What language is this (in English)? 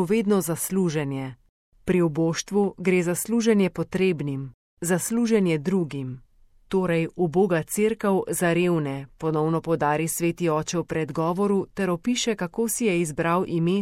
Slovenian